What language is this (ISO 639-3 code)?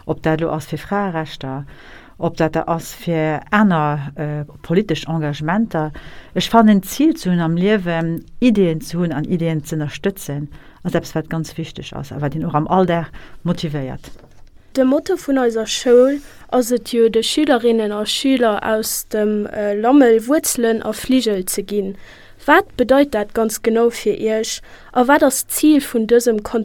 ltz